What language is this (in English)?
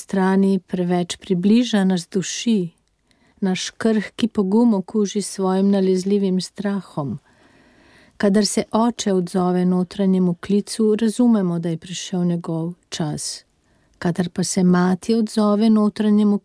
Slovenian